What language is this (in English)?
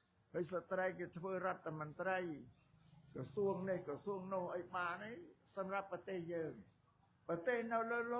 Khmer